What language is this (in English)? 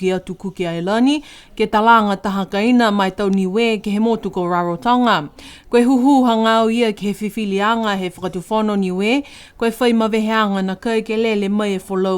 Niuean